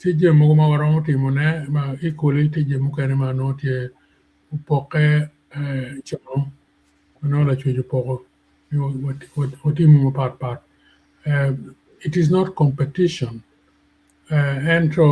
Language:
Acoli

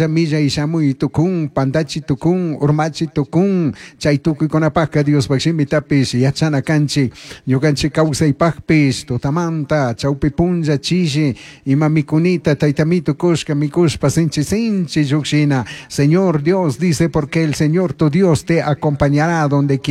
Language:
Chimborazo Highland Quichua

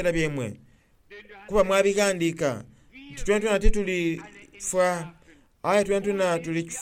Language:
Soga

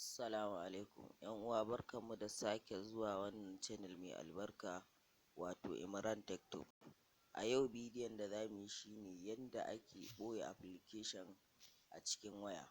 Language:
Hausa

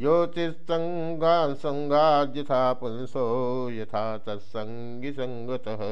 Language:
Sanskrit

